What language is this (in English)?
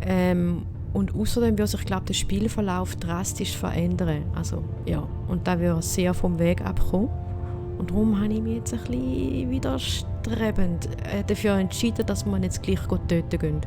Swiss German